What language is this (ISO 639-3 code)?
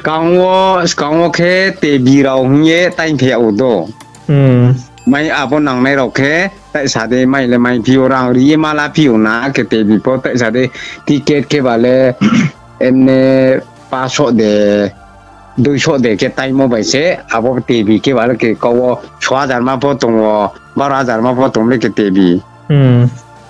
ria